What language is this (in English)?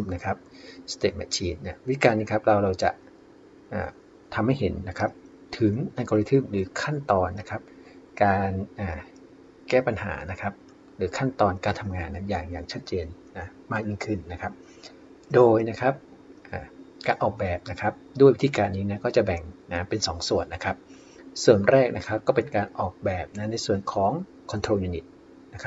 Thai